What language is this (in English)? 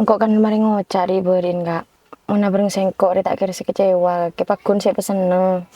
Madurese